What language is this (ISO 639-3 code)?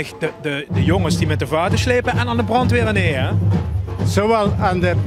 lim